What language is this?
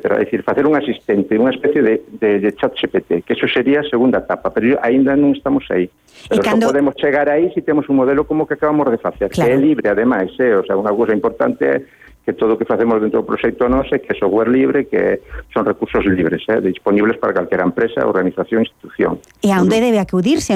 Galician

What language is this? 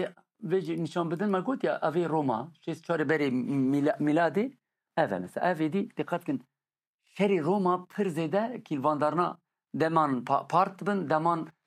Kurdish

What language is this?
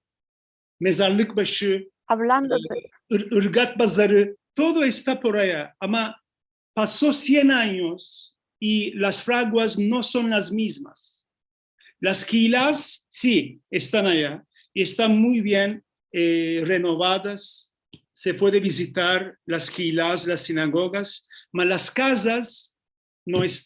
Ladino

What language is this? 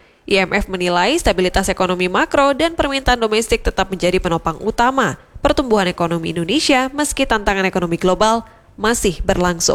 Indonesian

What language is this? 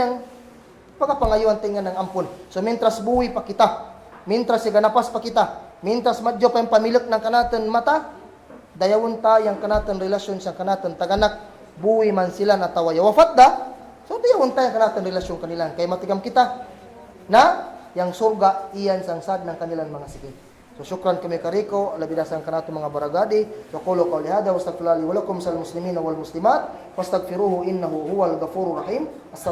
Kagan Kalagan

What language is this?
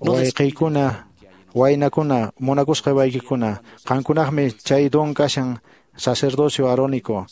Quechua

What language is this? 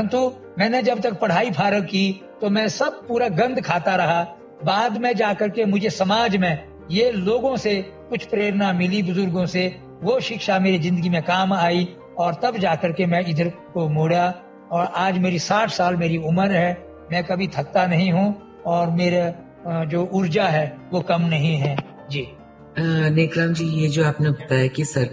Hindi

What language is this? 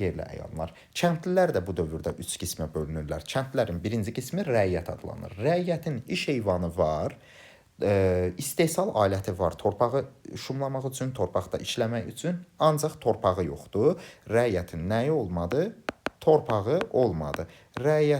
Azerbaijani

